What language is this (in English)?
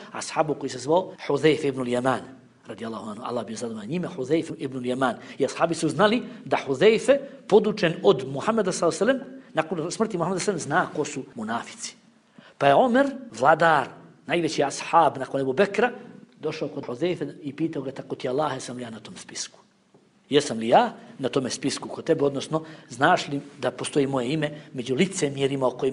Bosnian